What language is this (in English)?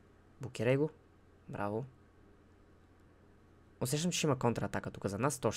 Bulgarian